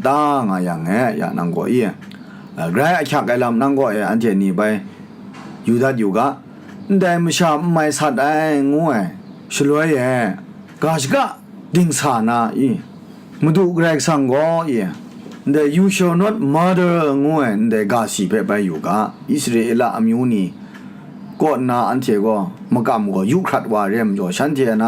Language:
Kachin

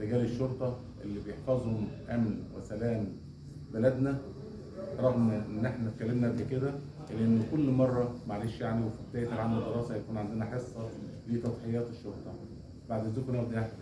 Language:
Egyptian Arabic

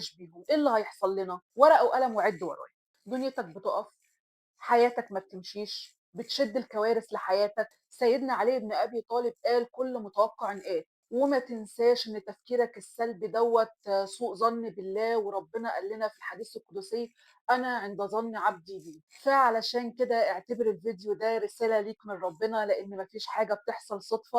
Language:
Egyptian Arabic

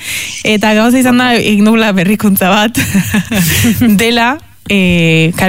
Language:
Basque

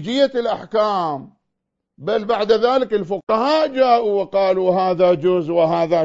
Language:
Arabic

